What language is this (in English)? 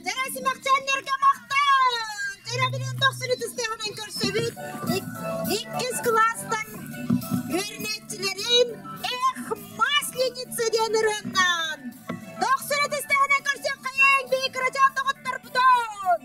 Yakut